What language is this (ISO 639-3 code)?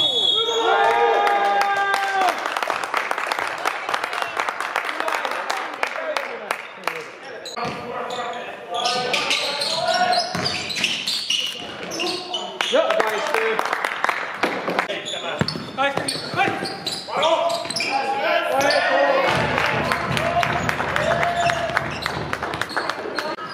fin